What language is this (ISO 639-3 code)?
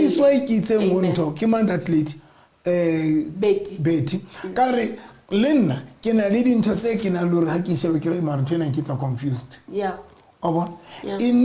sot